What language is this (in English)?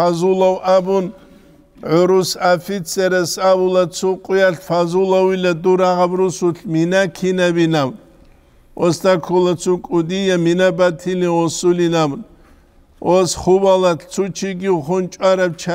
Avaric